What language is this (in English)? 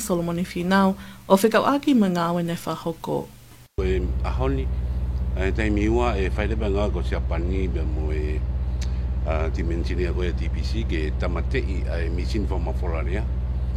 Tongan